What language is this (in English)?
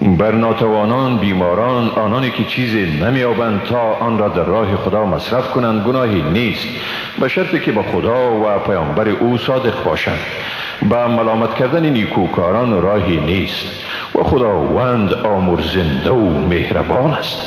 Persian